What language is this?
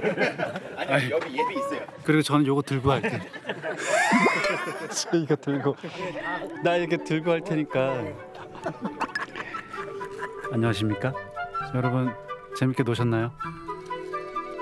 Korean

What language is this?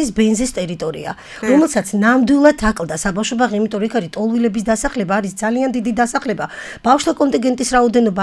Georgian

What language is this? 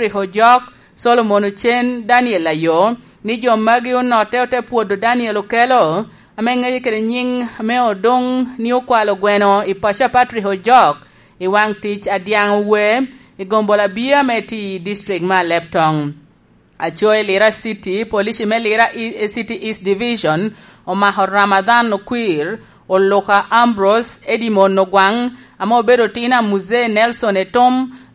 Lango (Uganda)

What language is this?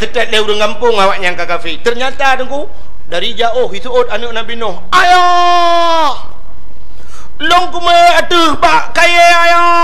Achinese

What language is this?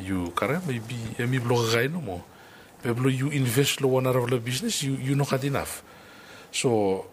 Bislama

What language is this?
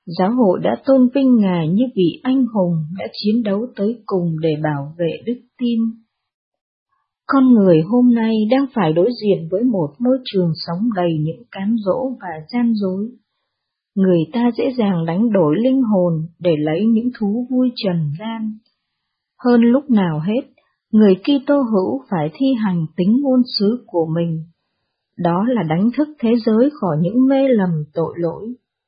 Vietnamese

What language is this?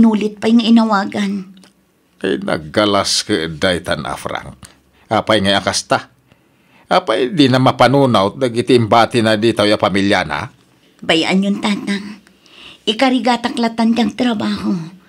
Iloko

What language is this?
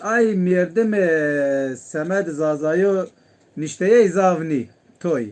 Zaza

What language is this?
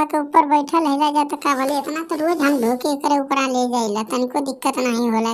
Bhojpuri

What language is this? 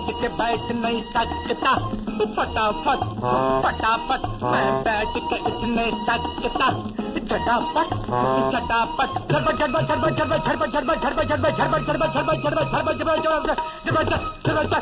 Hindi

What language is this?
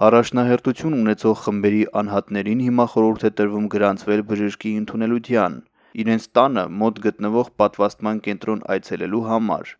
Armenian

